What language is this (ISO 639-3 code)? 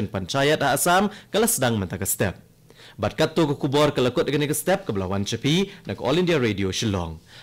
kha